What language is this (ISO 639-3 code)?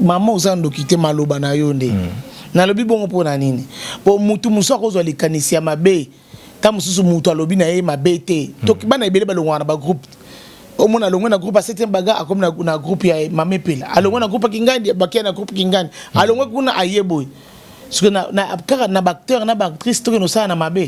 lin